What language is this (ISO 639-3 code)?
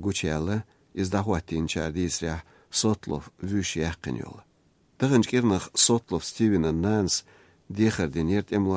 che